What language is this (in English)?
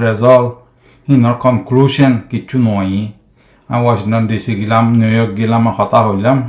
Rohingya